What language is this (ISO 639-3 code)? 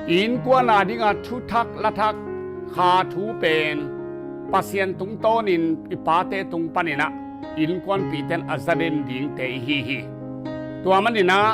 ctd